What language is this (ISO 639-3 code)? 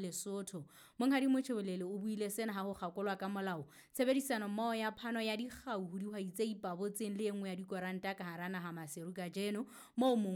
sot